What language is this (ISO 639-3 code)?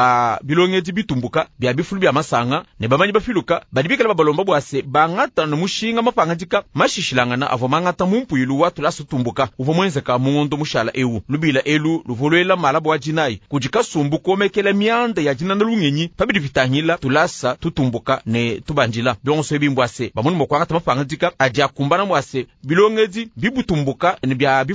lua